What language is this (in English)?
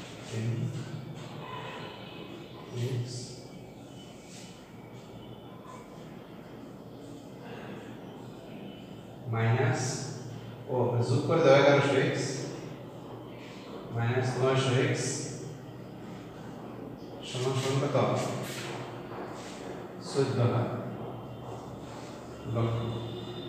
Bangla